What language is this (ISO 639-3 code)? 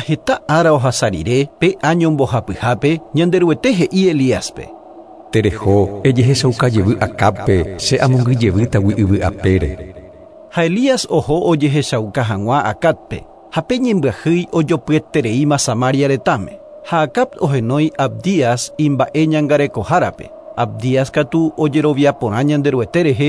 grn